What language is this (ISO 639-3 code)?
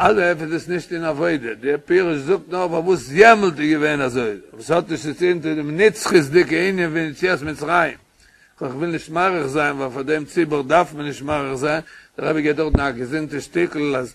yid